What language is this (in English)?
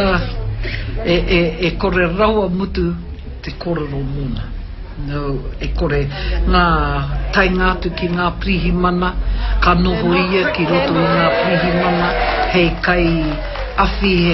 Māori